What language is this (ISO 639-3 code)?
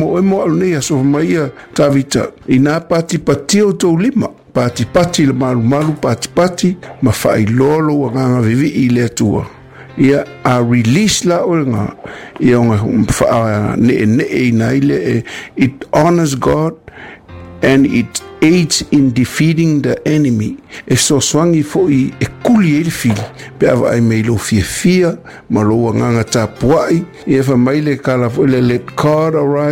smo